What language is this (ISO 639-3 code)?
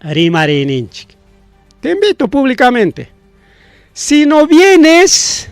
quy